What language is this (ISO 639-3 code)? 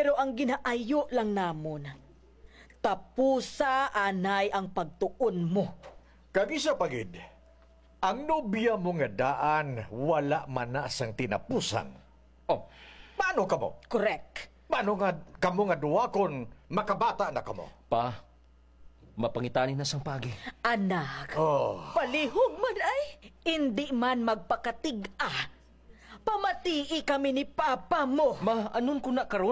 hil